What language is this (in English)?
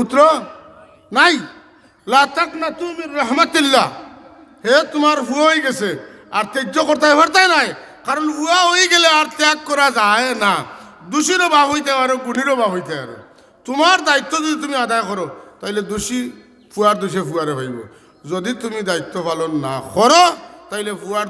Sylheti